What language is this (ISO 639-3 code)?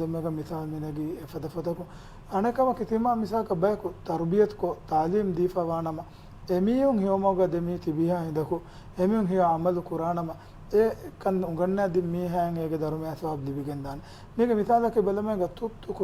div